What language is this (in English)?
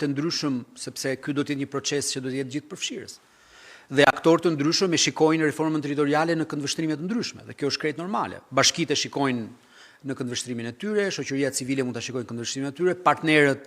Albanian